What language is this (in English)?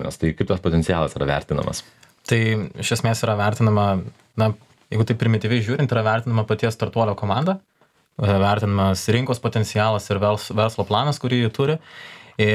Lithuanian